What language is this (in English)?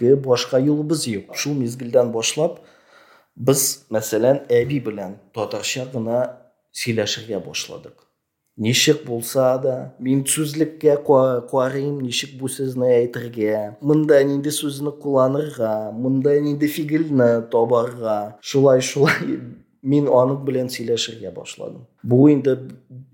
Tatar